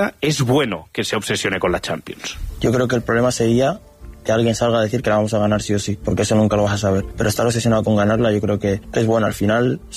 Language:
Spanish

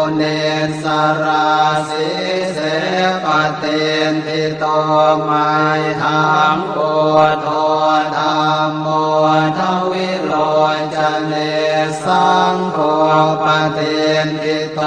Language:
Pali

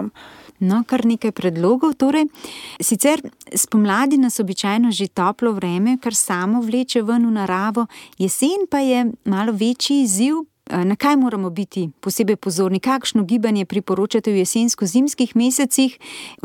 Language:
Slovenian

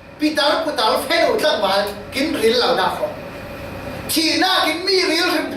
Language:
Falam Chin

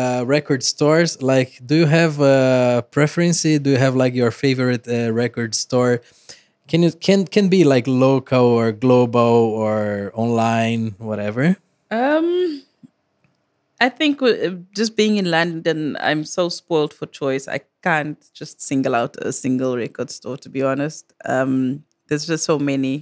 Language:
English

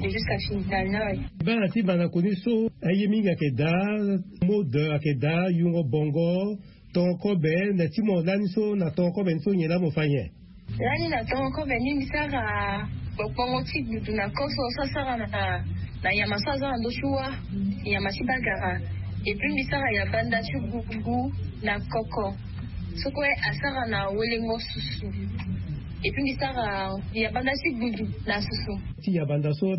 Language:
Sango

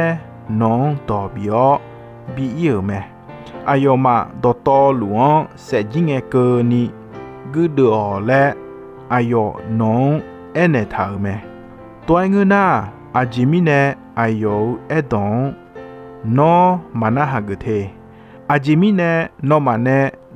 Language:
Akha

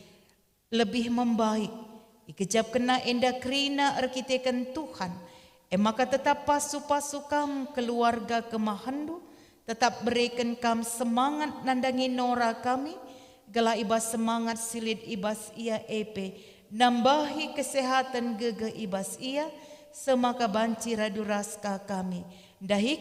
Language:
Batak Karo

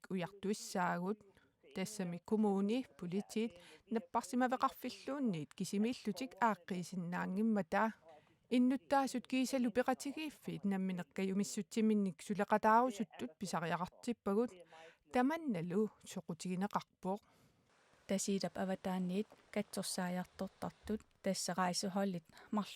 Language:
Kalaallisut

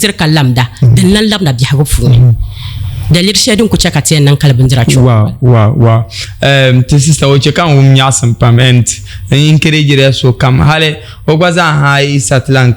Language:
Dagbani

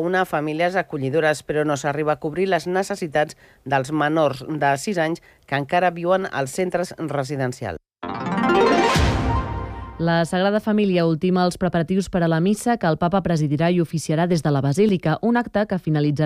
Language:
Catalan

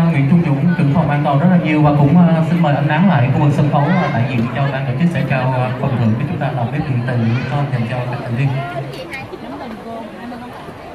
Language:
Vietnamese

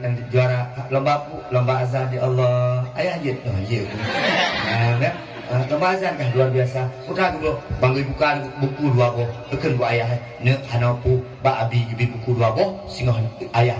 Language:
Achinese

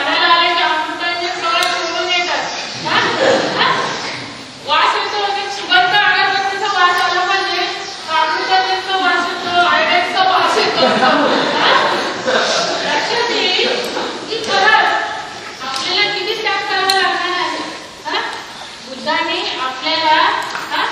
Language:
Marathi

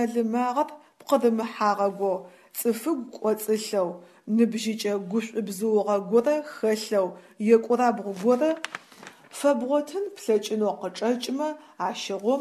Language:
Adyghe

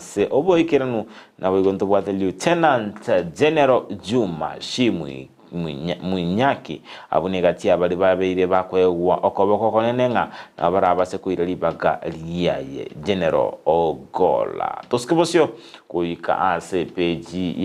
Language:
Gusii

